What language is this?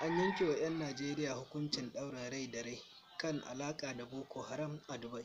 Hausa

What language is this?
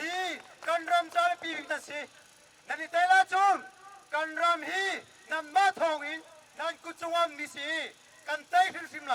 Hakha Chin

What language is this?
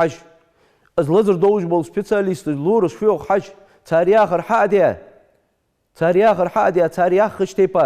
Ingush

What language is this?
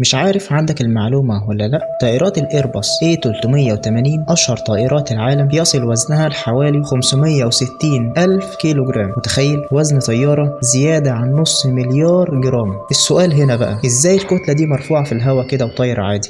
Egyptian Arabic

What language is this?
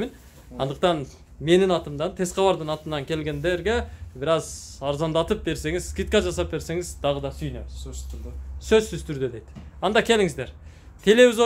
Kyrgyz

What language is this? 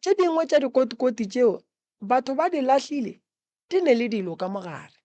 Northern Sotho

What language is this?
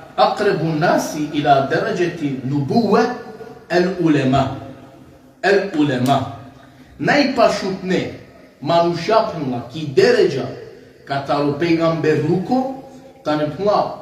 Balkan Romani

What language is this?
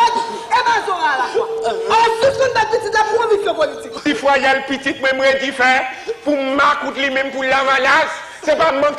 Haitian Creole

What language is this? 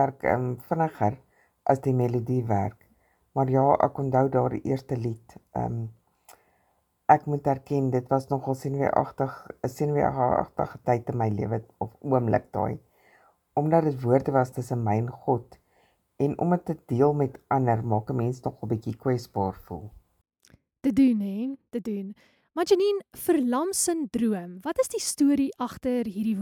Afrikaans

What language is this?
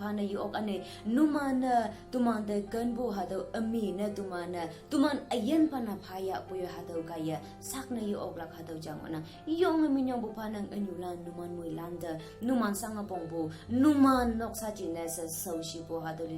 Konyak Naga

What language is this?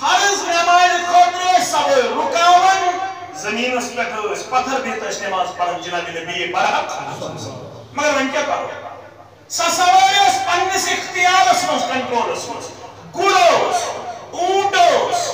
Kashmiri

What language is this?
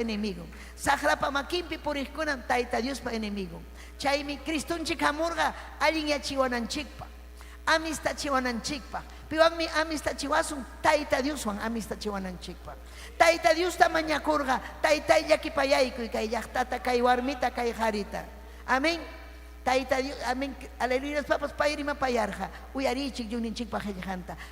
Ayacucho Quechua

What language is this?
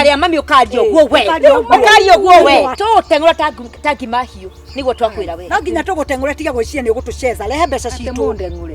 Kikuyu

